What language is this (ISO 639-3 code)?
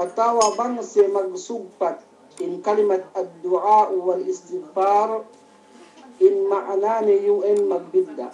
yka